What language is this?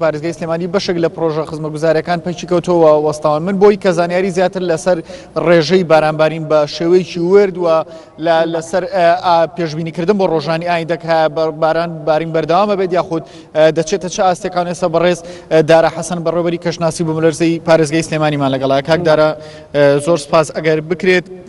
Central Kurdish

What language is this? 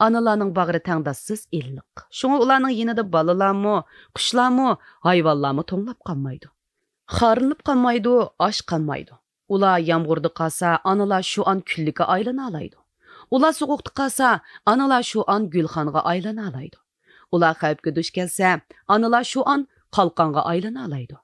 Uyghur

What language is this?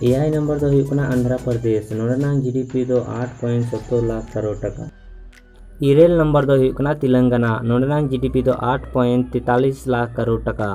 Santali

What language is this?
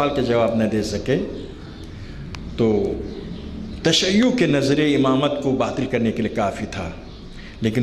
Urdu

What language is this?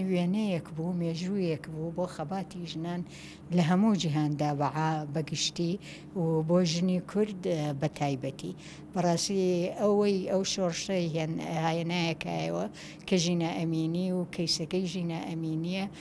Central Kurdish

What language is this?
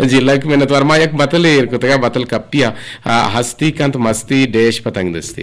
Eastern Balochi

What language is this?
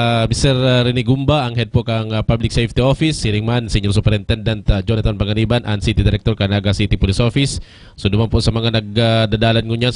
Bikol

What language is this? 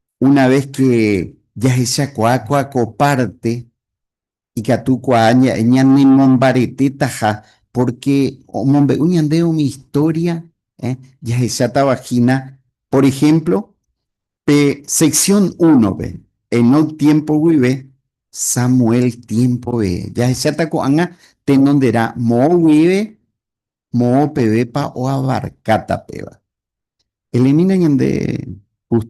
Guarani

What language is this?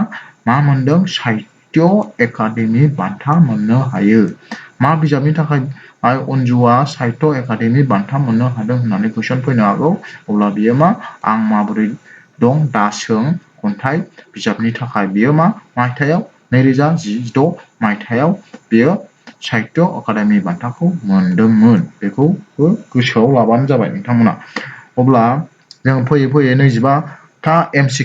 Bodo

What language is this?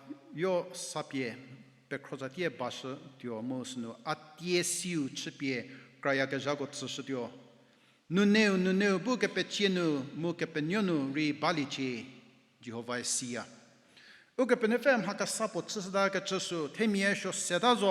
Angami Naga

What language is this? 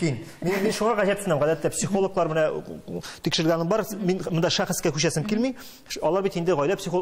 Tatar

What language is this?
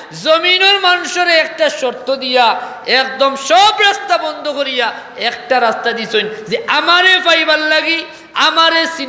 Sylheti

